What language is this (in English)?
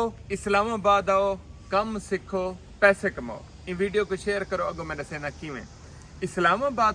Saraiki